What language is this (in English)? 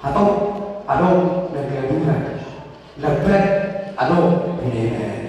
Batak Toba